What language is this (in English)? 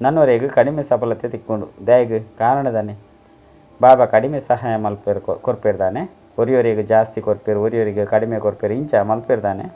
Tulu